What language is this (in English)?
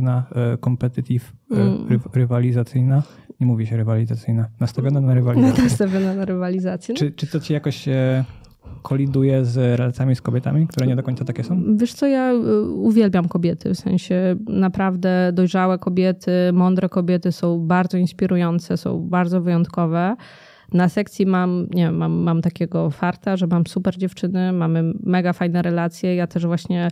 Polish